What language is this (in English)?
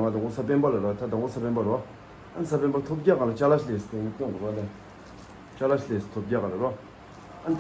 Tibetan